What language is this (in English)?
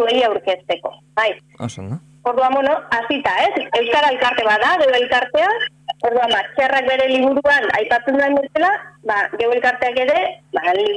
Basque